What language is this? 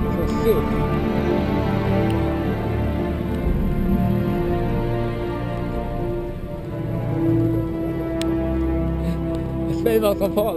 Norwegian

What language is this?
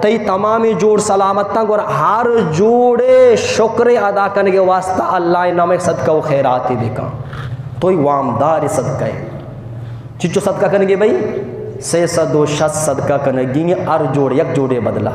Eastern Balochi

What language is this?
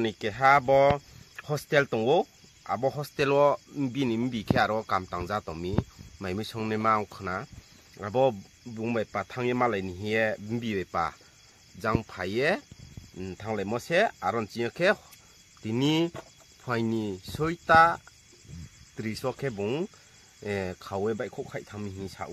Riang (India)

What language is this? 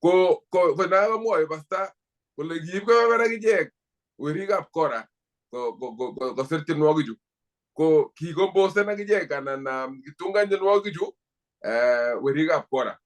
Kalenjin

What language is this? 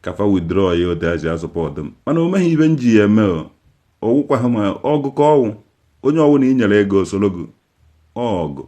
Igbo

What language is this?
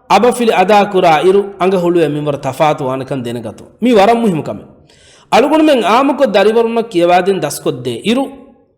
Divehi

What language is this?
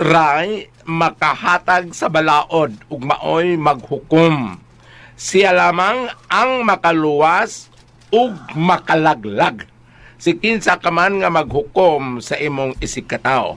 Cebuano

